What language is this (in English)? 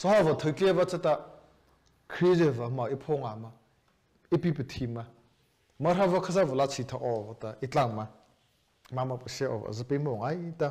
Mara Chin